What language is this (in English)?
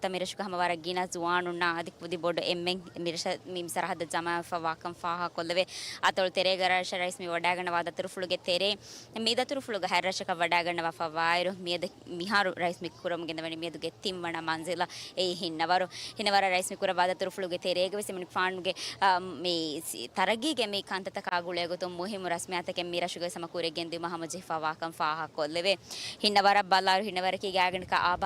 Divehi